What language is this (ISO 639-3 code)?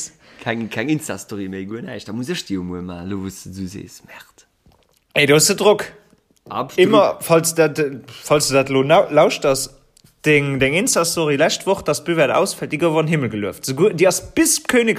ltz